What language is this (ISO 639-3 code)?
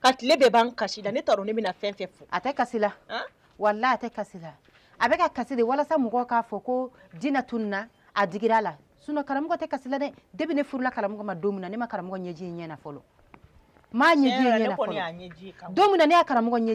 bam